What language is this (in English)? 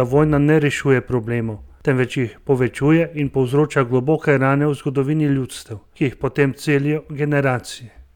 Slovenian